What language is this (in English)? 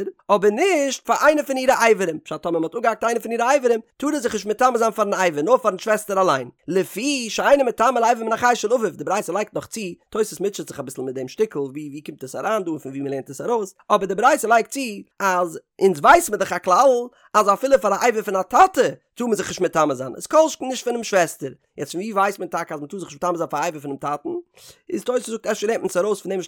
Yiddish